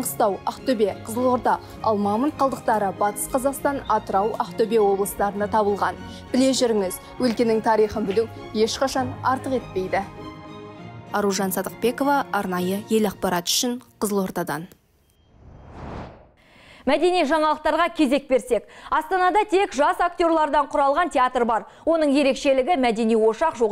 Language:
Kazakh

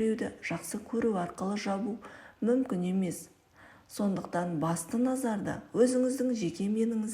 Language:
Kazakh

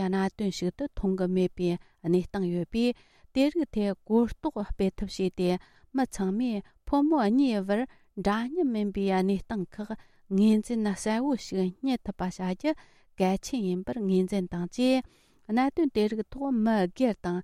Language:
Tibetan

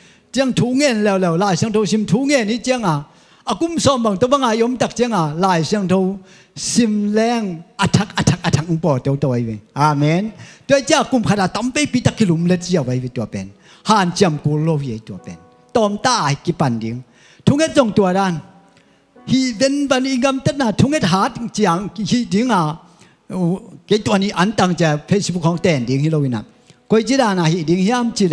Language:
Tedim Chin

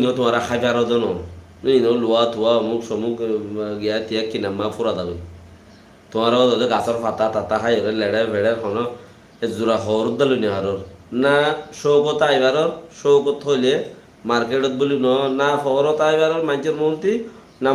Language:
Rohingya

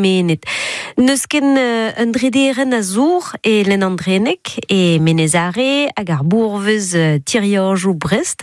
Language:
Breton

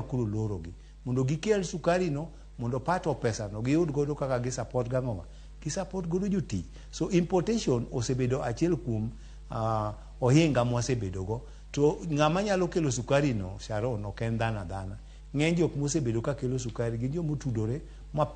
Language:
Luo (Kenya and Tanzania)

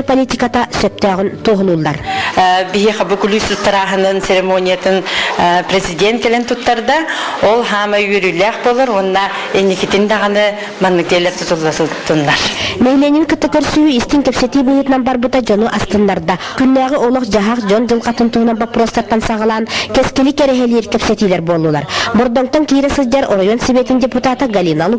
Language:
Yakut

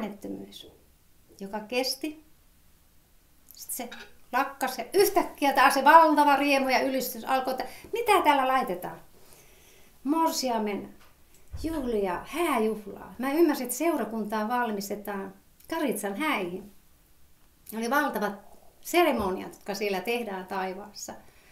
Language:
Finnish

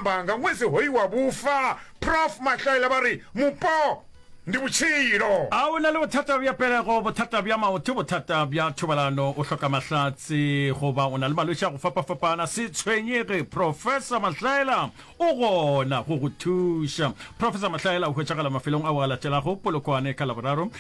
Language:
Northern Sotho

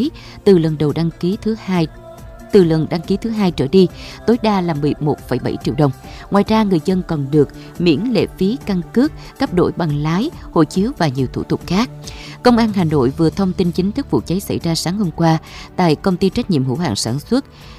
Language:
Vietnamese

